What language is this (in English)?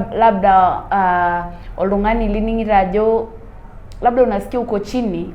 Masai